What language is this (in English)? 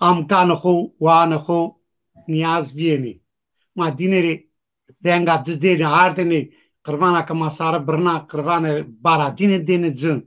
Zaza